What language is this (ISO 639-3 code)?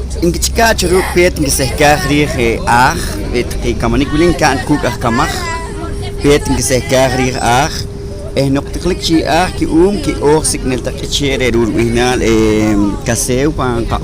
poh